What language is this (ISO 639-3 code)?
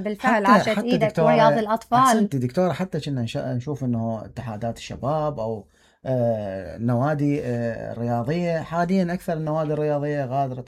acm